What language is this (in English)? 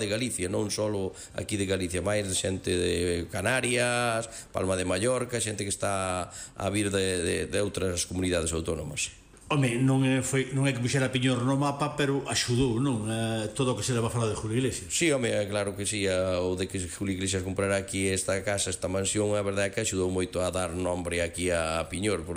Galician